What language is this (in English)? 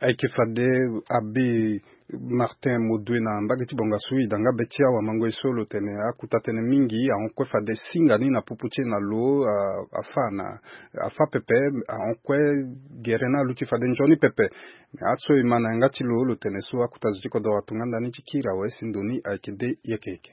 Sango